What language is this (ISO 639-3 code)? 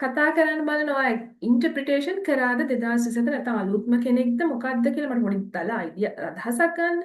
sin